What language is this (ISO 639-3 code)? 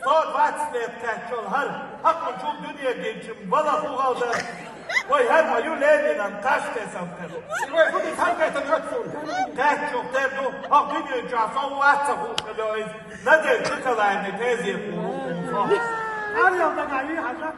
che